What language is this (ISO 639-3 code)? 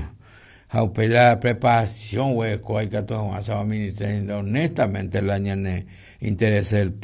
grn